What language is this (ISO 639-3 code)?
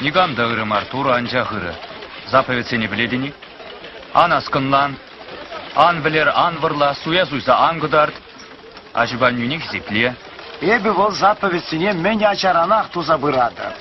chv